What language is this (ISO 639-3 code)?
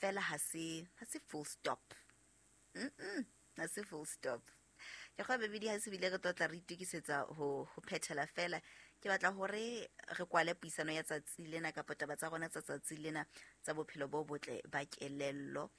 sot